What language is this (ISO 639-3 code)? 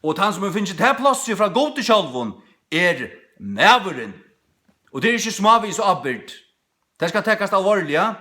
fao